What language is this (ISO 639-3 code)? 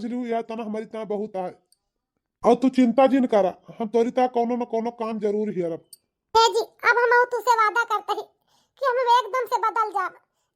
awa